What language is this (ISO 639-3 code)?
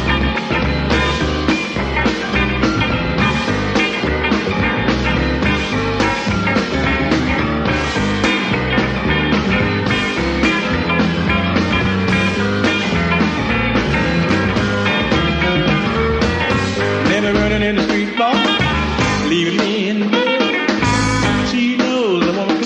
eng